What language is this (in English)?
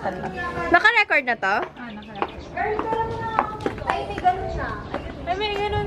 Filipino